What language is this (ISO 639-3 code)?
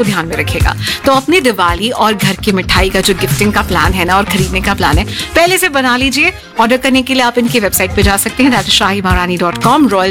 hin